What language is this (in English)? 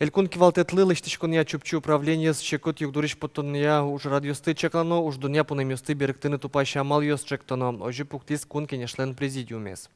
Udmurt